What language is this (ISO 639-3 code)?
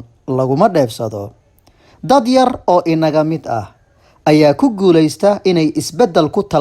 som